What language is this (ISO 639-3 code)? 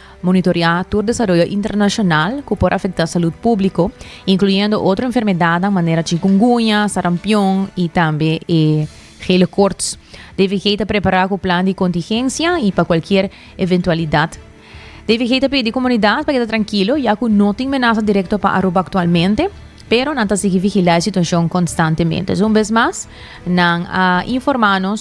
pap